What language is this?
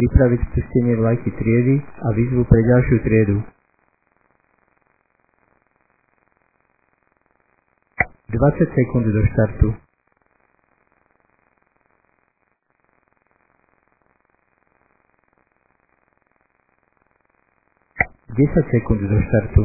Slovak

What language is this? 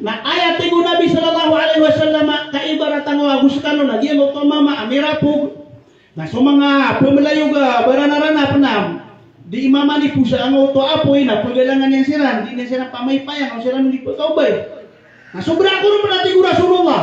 Maranao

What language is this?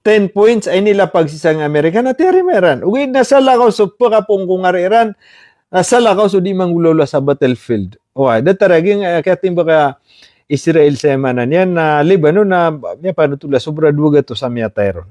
Maranao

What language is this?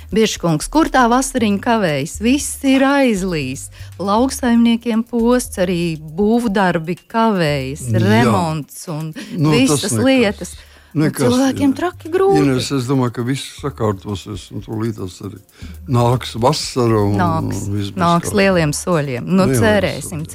Latvian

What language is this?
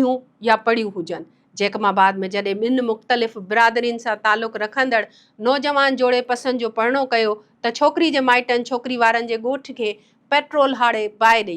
Sindhi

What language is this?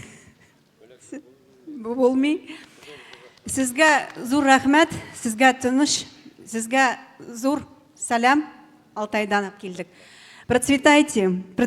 Tatar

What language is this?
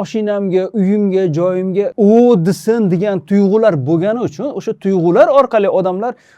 Uzbek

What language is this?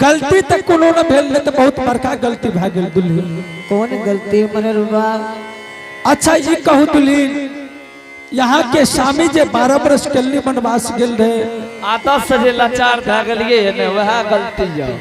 Angika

